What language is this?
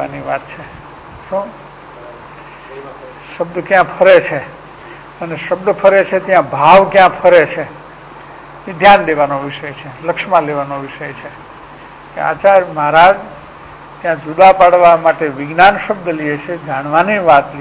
Gujarati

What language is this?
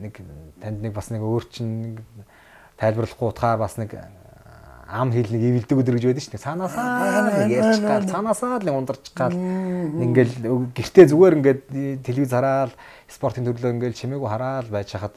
Mongolian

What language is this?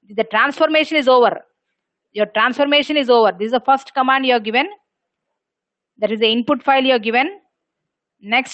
English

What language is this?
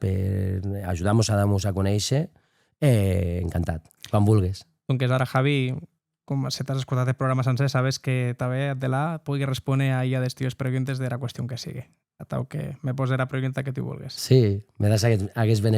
Occitan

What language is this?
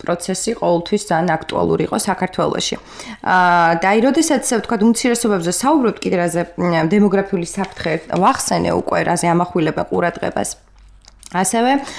Georgian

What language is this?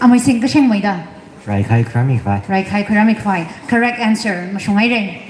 Tangkhul Naga (India)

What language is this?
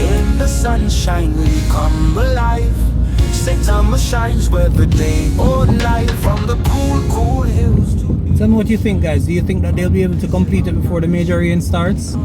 Jamaican Creole English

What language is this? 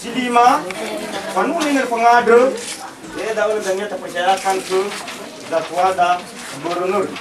Nias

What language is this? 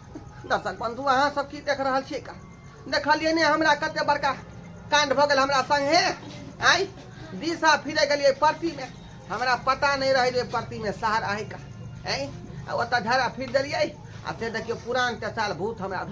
Maithili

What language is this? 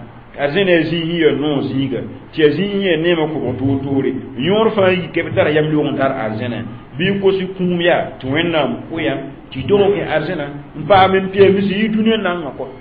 Mossi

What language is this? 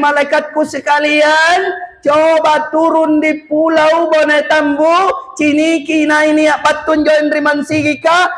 Makasar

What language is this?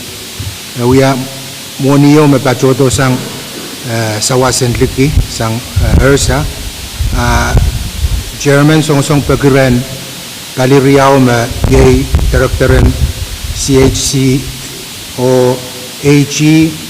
Pohnpeian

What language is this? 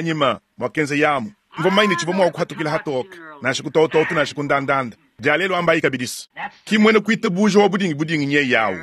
Luba-Lulua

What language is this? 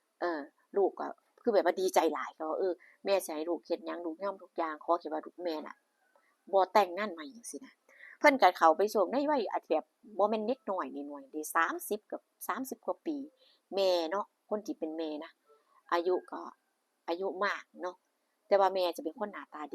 Northeastern Thai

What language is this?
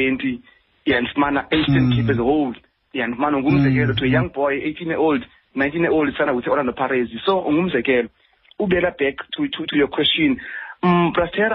Xhosa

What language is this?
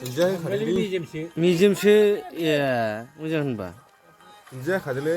Bodo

